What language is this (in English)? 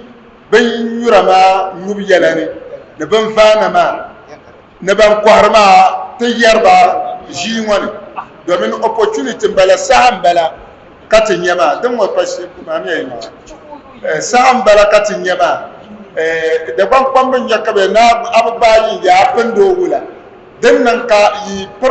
Dagbani